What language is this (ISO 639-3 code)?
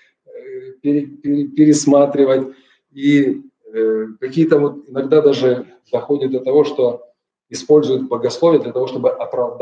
rus